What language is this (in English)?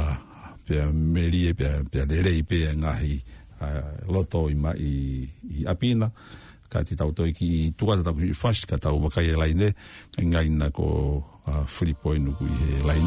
Tongan